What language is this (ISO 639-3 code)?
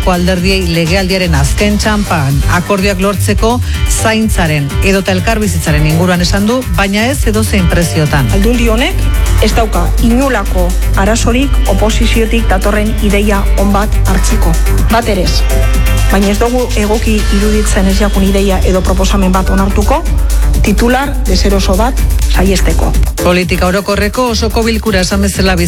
eus